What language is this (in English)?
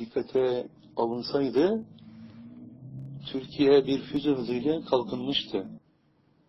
Turkish